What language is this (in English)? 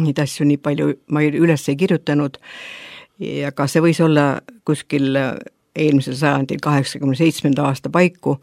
Estonian